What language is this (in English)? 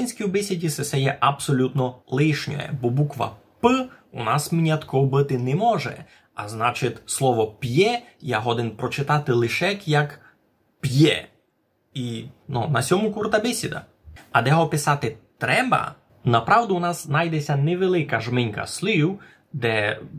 Rusyn